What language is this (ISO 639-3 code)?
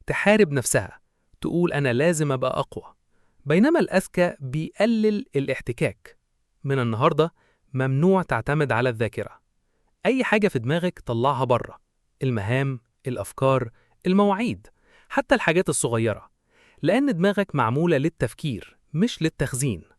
arz